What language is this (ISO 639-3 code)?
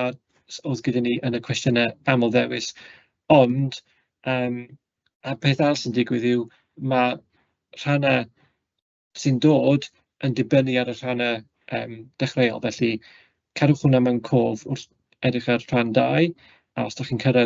cym